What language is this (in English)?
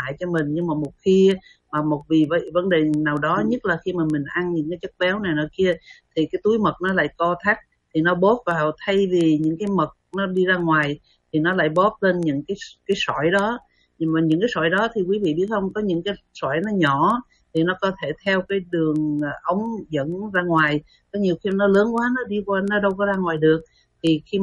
Vietnamese